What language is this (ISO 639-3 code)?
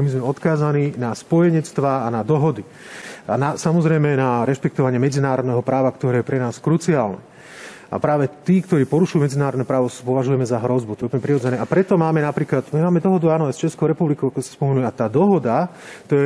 slk